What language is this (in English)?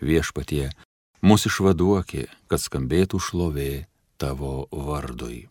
Lithuanian